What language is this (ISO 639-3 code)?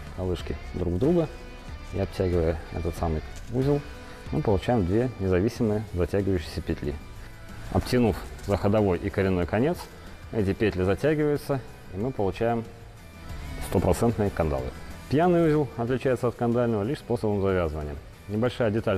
rus